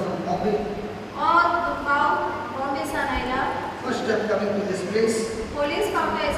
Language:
Konkani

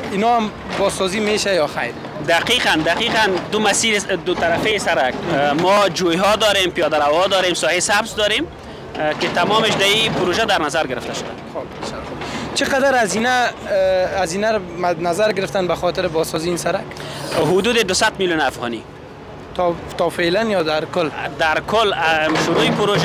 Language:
Persian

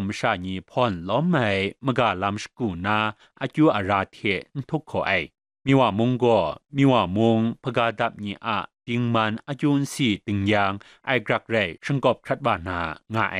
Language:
Kachin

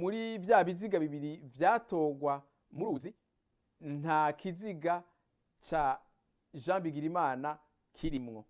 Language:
Rundi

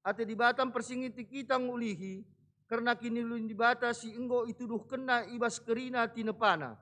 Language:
Batak Karo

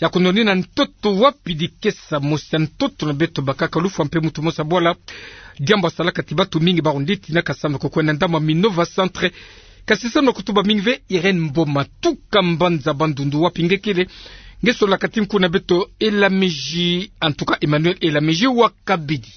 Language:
Kituba (Democratic Republic of Congo)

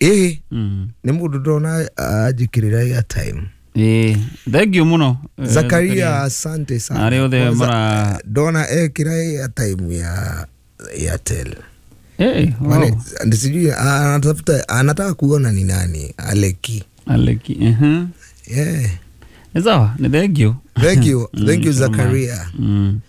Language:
Kikuyu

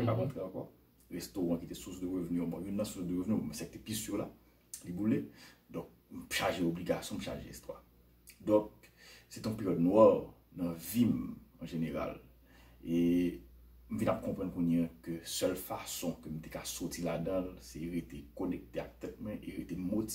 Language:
Haitian Creole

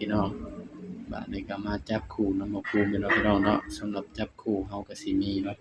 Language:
Northeastern Thai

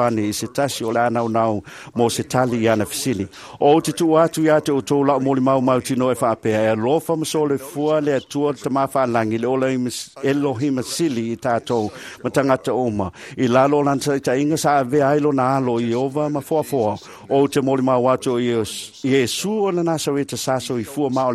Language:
Samoan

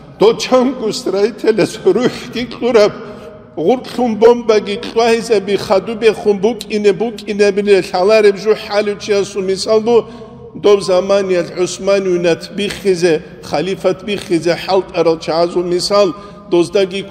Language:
Avaric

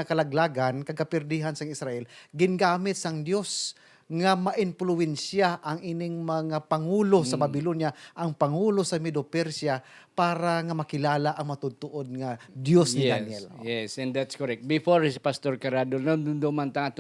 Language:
Hiligaynon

